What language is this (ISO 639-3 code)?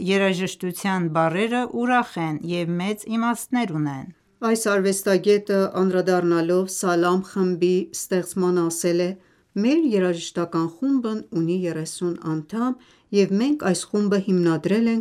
hye